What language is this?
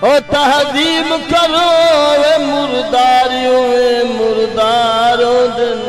Saraiki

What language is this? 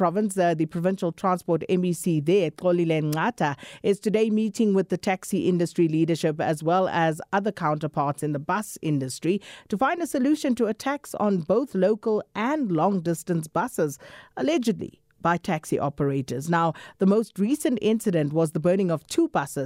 English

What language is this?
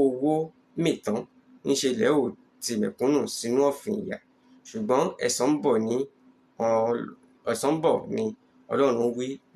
Yoruba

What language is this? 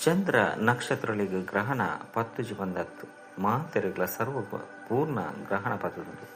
Tulu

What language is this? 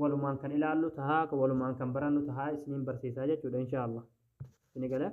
Oromo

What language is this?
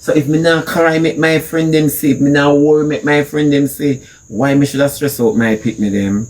Jamaican Creole English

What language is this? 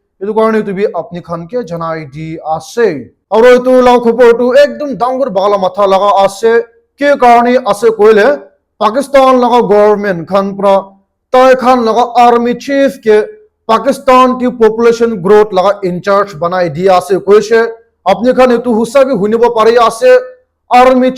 Naga Pidgin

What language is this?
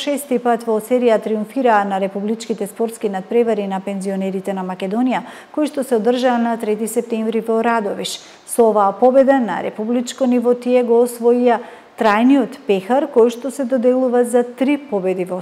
Macedonian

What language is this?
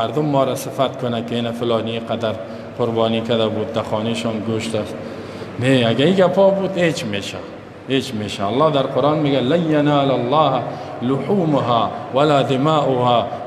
Persian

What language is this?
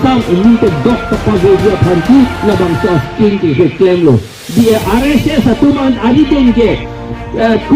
Karbi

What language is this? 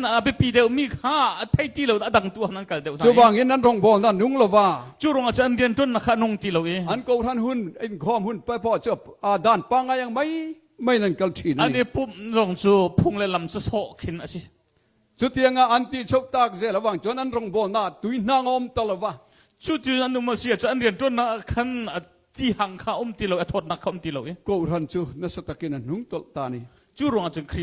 Hakha Chin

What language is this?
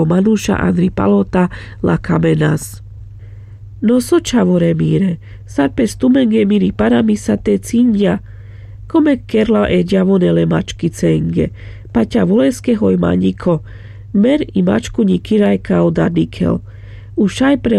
Carpathian Romani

